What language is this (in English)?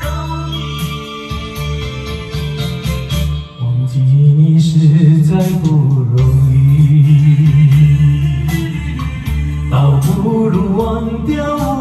Chinese